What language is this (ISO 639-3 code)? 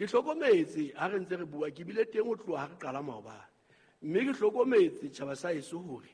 sot